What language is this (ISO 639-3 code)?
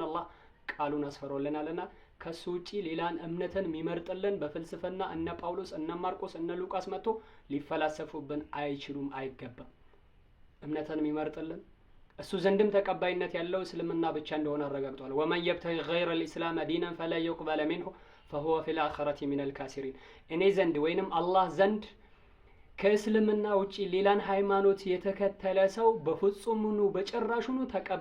amh